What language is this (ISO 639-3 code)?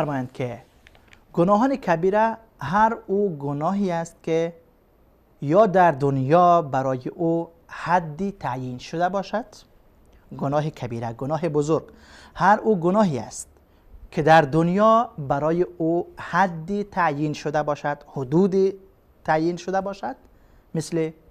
fas